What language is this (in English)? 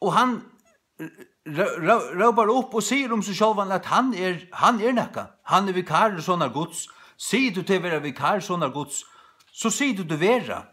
Faroese